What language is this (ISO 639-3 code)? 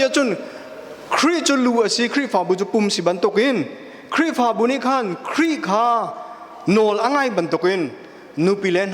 cnh